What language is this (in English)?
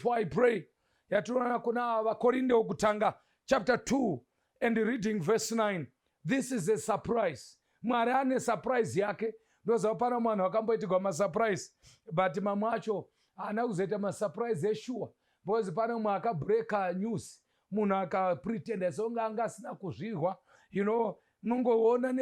Shona